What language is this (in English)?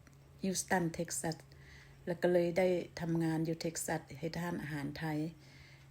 Lao